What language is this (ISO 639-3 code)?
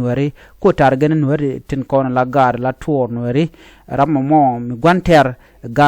nus